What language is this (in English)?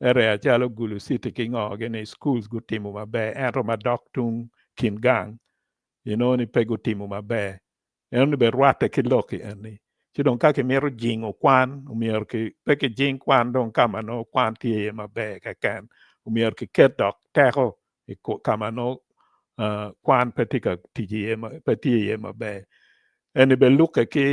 Acoli